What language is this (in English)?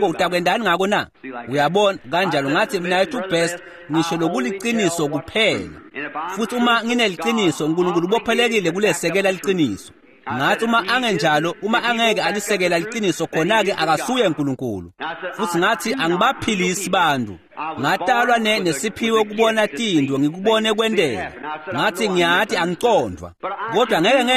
Swati